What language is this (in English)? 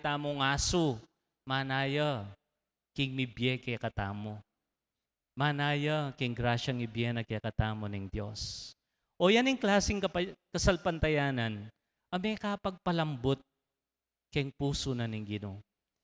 Pampanga